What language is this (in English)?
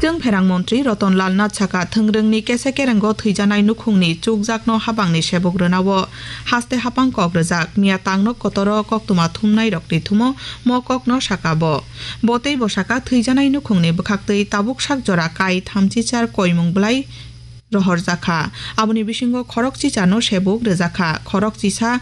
Kok Borok